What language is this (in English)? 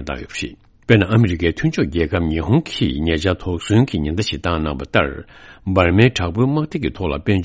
Tibetan